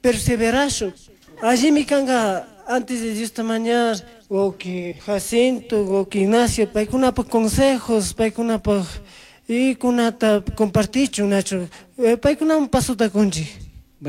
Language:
Chimborazo Highland Quichua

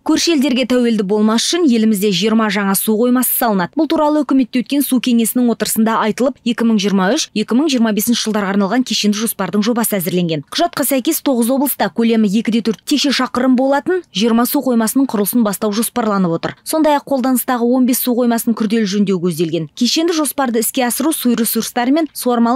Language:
Kazakh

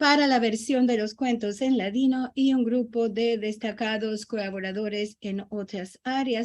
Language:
Ladino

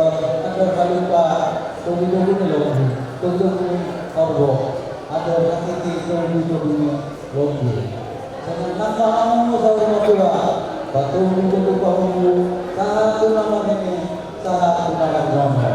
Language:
Batak Toba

